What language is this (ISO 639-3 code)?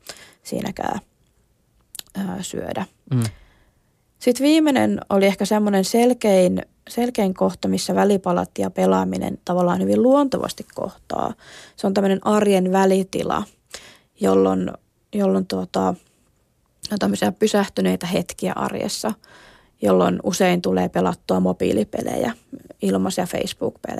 fin